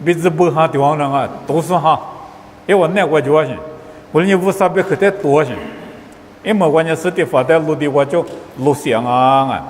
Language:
Lisu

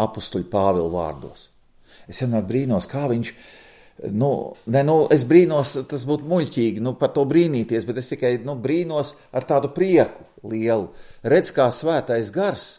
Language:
Latvian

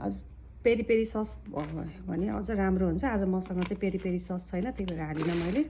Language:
Nepali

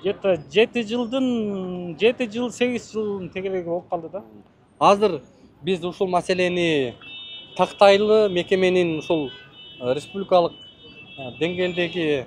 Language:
Kyrgyz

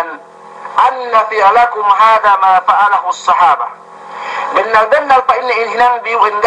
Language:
Yakan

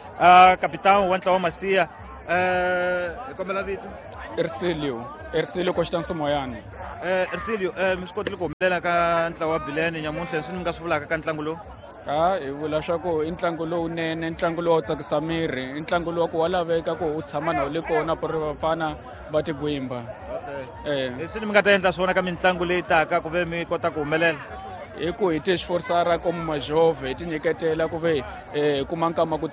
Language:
Tsonga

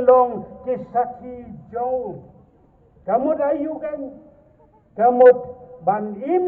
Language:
Khasi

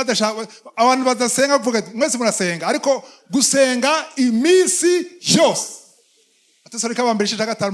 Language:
Rundi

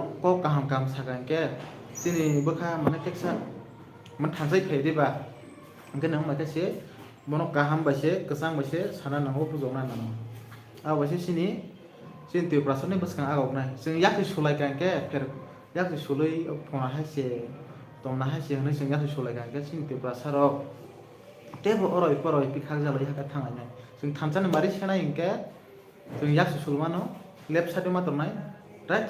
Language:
Kok Borok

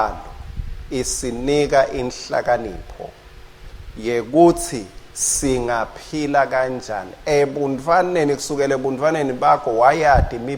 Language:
Swati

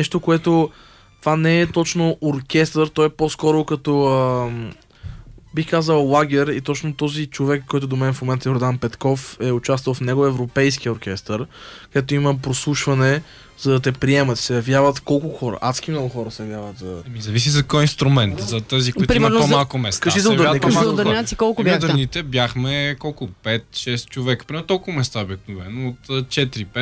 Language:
Bulgarian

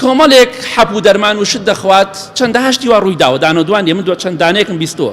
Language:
Central Kurdish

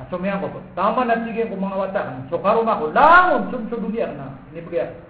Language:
Maranao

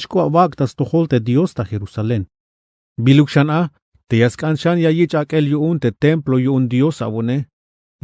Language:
Tzeltal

